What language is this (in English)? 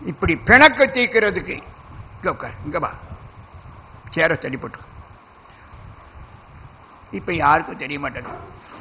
Tamil